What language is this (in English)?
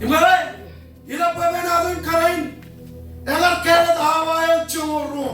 Marshallese